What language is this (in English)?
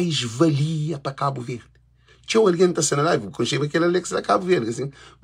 Kabuverdianu